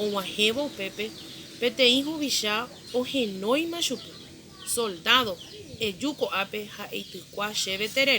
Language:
Guarani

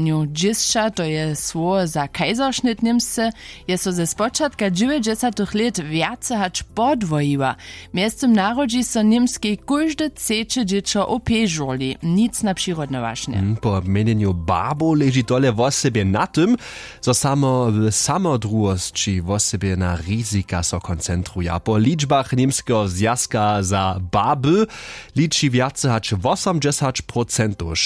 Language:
Upper Sorbian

